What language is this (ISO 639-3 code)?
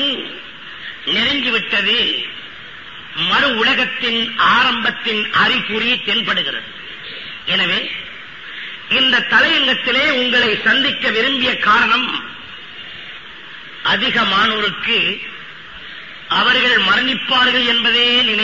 tam